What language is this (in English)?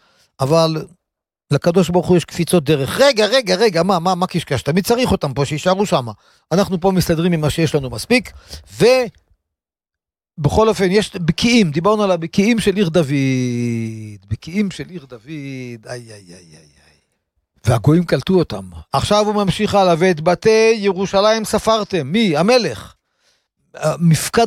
Hebrew